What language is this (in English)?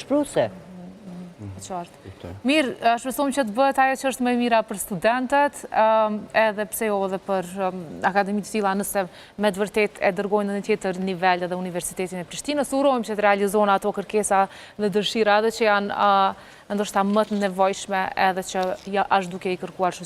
Albanian